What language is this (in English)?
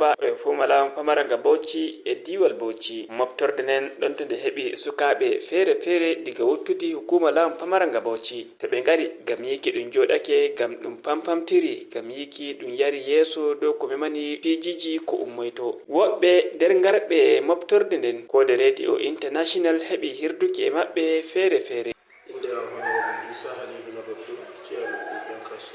Fula